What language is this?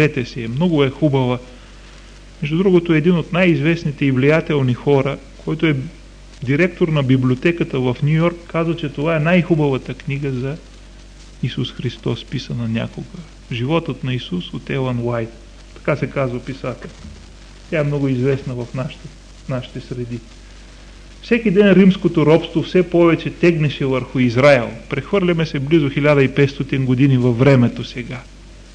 Bulgarian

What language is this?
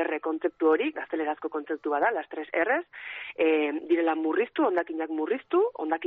Basque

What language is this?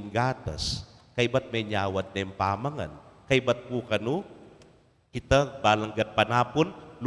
Pampanga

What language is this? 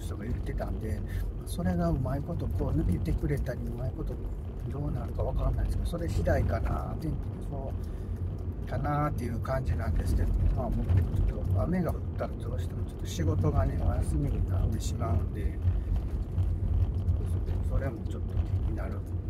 Japanese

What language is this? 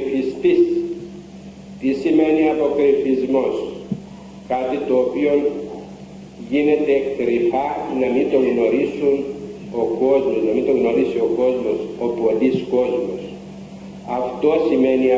Greek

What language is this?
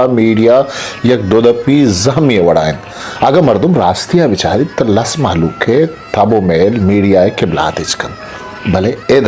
Eastern Balochi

